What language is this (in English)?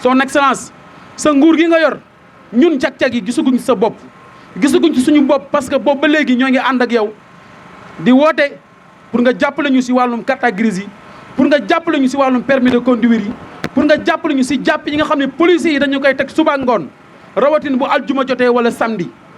Wolof